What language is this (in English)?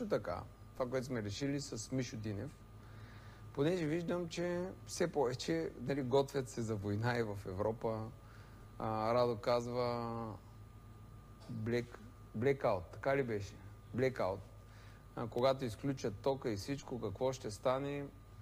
Bulgarian